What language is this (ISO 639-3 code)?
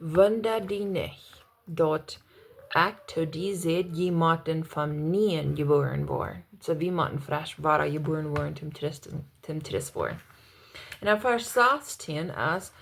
pdt